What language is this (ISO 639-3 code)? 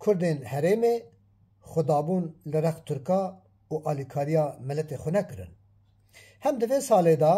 kur